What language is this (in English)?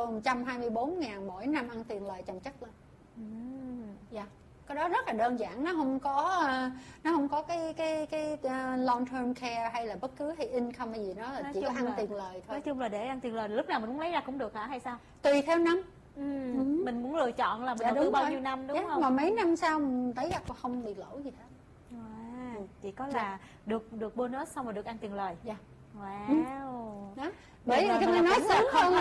Vietnamese